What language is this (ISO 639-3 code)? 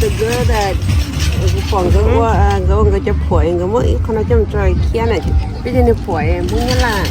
hmn